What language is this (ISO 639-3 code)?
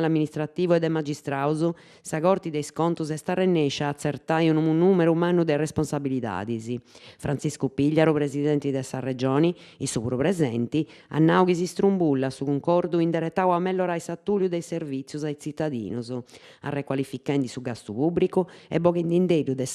srd